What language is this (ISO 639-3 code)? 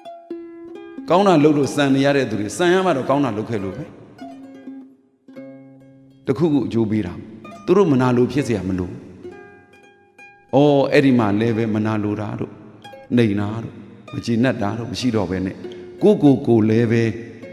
mya